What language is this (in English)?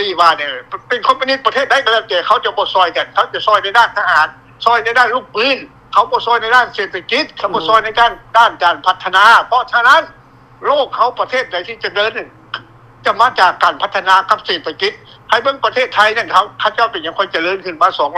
Lao